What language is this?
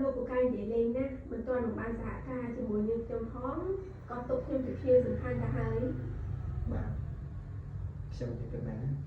Khmer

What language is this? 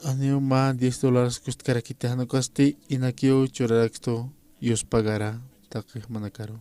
Aymara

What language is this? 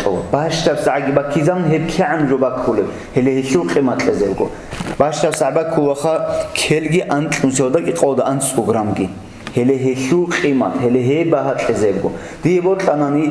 Avaric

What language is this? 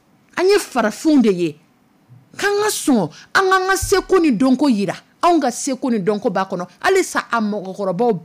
Dyula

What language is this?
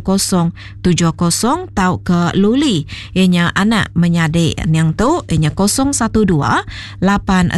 Iban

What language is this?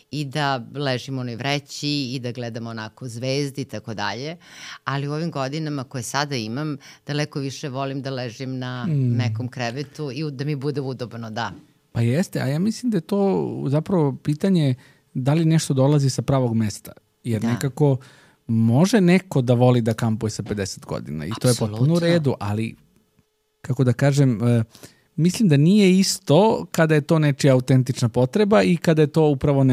Serbian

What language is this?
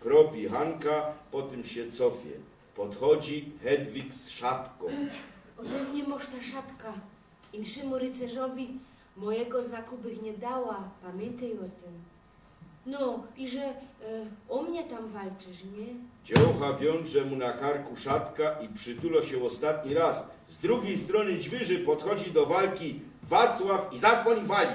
Silesian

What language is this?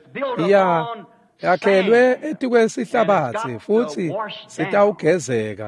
Swati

